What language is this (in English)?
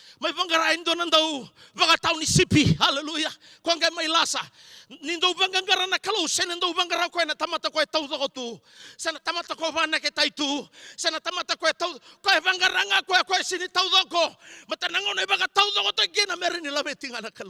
Fijian